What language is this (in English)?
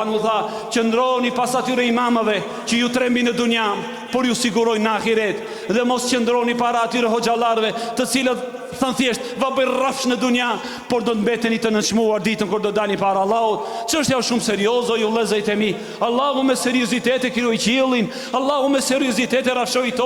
Albanian